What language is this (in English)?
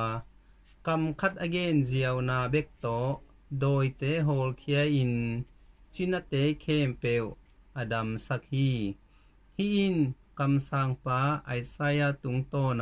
Tedim Chin